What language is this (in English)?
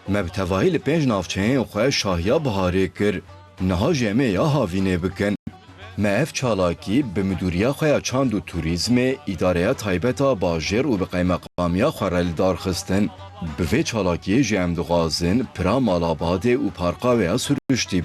Kurdish